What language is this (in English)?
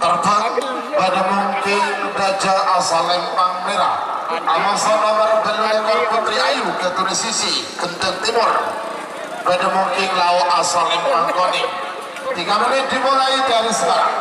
Madurese